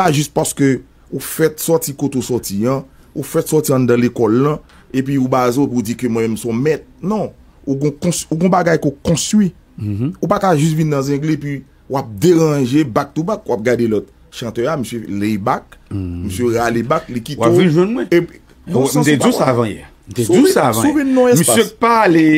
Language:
Haitian Creole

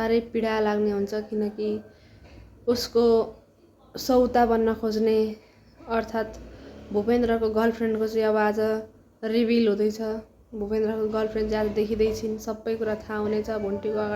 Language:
Nepali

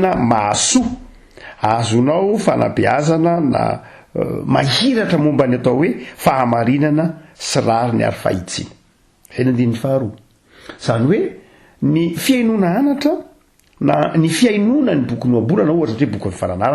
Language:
Malagasy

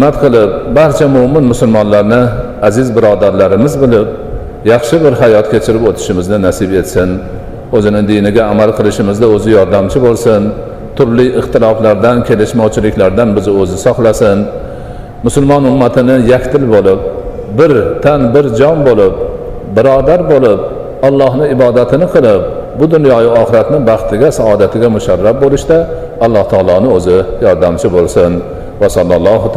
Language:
Uzbek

